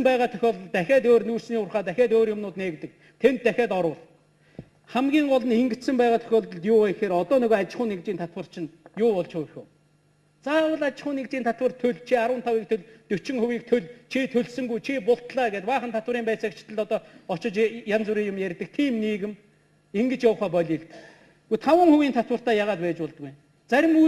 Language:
Mongolian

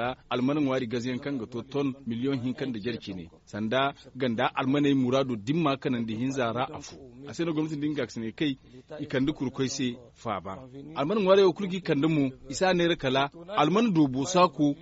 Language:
Zarma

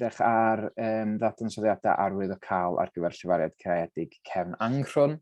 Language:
Welsh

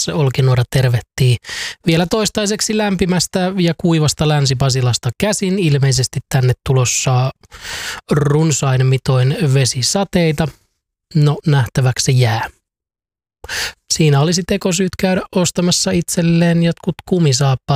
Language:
Finnish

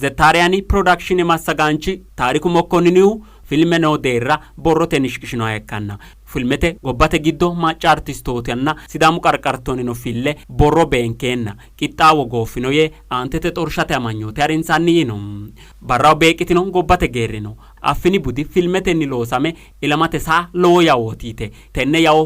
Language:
Sidamo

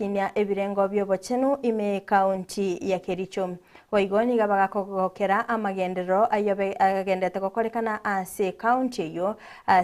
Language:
Gusii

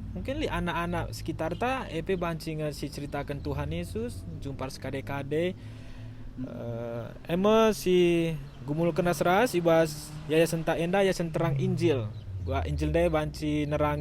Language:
Batak Karo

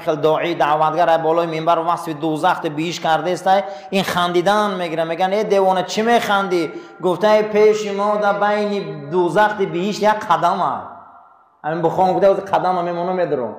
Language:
Tajik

